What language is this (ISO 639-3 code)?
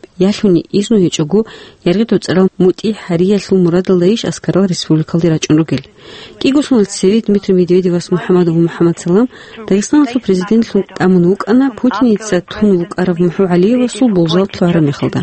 ava